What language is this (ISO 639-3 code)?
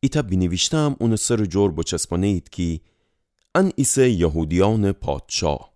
glk